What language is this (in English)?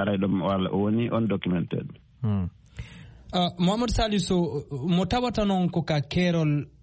Fula